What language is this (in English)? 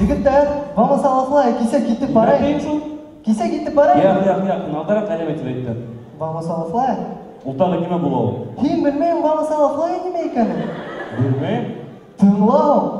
Bashkir